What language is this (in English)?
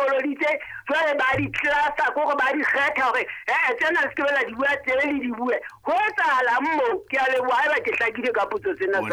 Southern Sotho